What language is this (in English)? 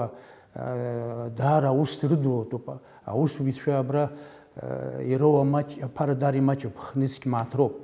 Abkhazian